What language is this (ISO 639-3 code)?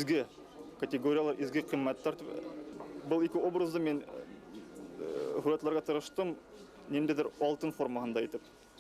bak